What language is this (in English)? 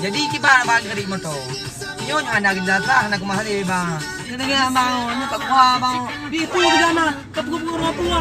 Achinese